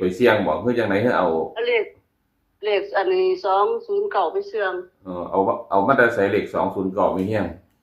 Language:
Northeastern Thai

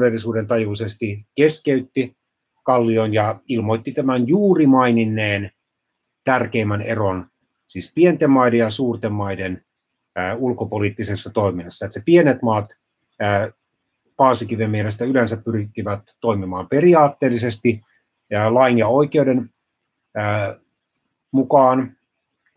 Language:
Finnish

